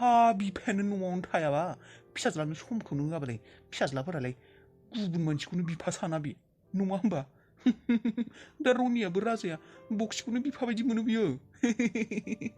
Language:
Bodo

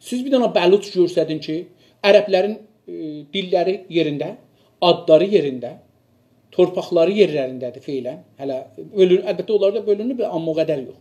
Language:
South Azerbaijani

